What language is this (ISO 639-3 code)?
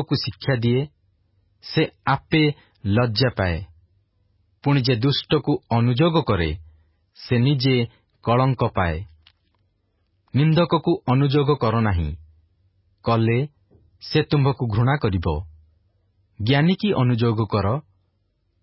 ori